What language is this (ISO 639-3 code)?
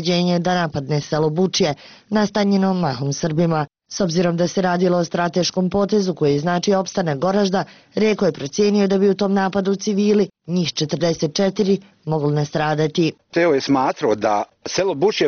bos